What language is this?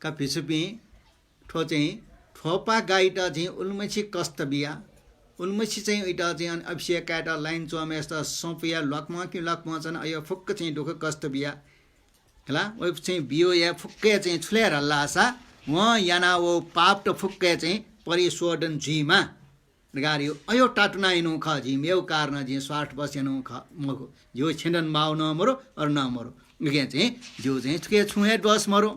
Newari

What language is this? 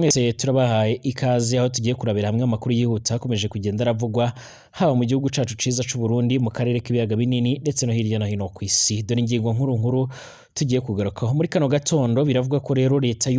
Rundi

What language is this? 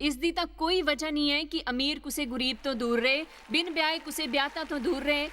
Dogri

